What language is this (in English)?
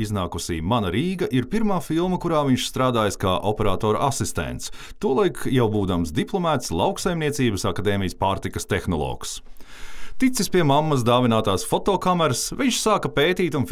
Latvian